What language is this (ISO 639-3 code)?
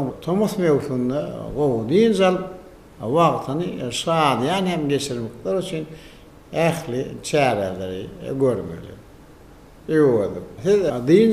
tuk